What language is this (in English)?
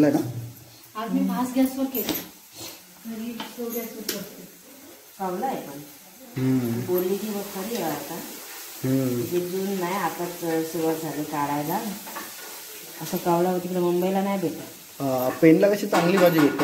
Marathi